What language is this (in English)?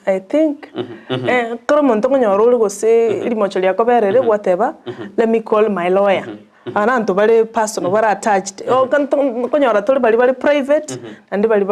Gusii